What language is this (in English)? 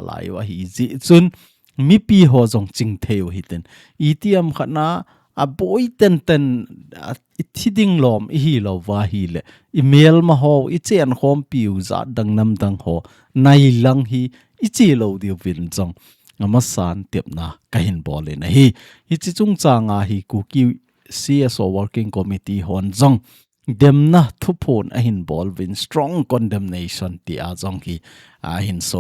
Thado Chin